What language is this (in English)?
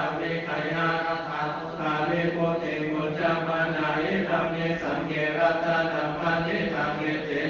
Pali